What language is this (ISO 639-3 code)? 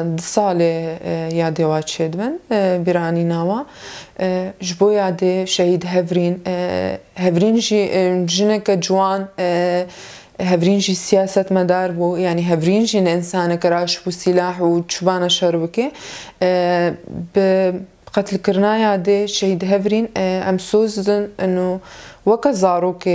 kur